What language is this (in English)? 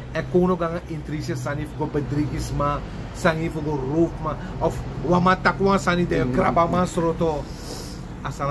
Sranan Tongo